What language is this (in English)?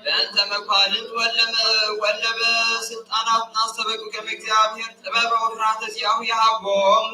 Geez